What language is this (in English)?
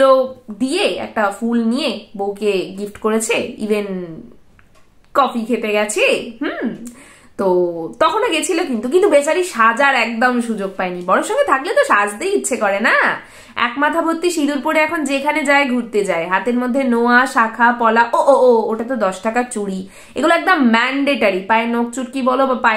Bangla